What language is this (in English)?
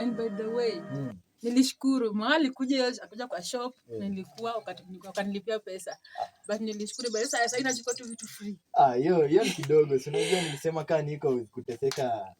Swahili